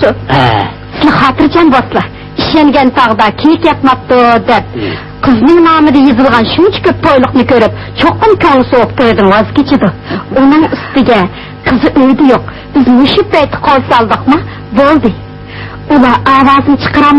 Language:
Uyghur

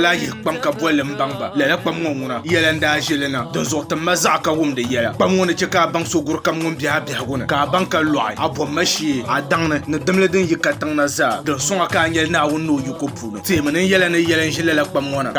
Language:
Dagbani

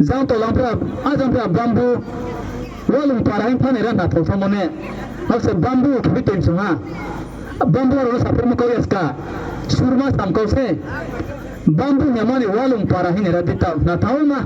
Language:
Riang (India)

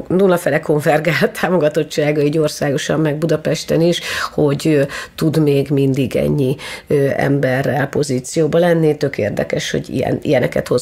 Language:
Hungarian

